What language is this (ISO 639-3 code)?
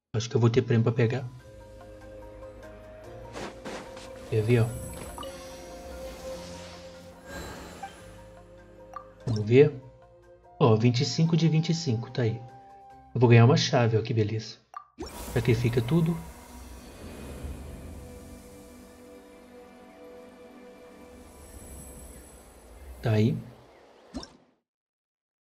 por